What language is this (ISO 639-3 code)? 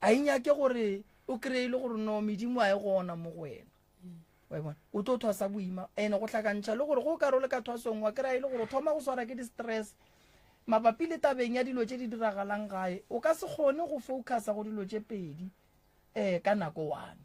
nso